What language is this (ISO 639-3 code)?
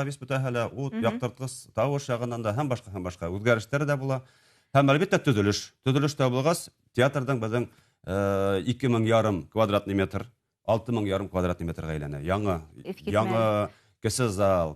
bak